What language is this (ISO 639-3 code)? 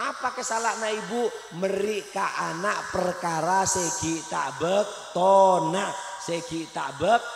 mad